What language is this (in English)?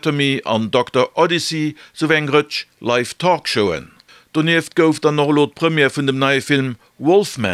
Luxembourgish